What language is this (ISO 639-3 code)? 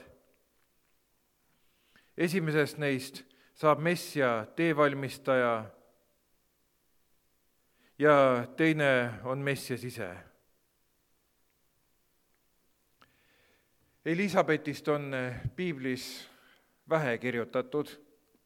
est